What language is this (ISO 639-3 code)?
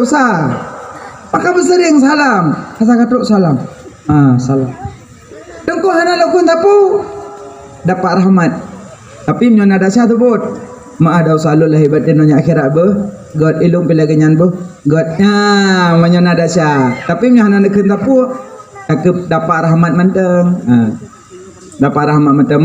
ace